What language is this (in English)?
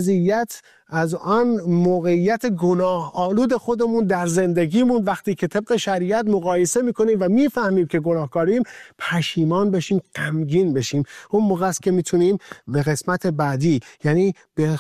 Persian